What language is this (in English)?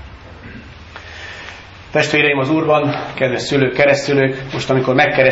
Hungarian